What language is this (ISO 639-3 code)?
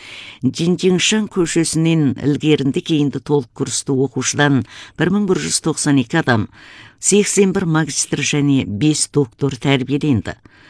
kaz